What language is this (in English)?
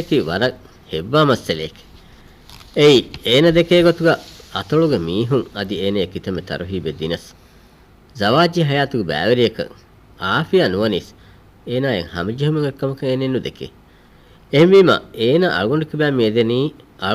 Divehi